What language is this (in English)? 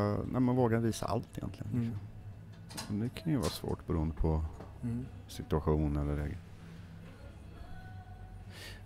Swedish